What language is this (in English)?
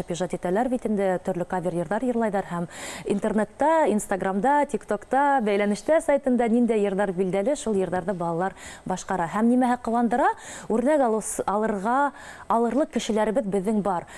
Bashkir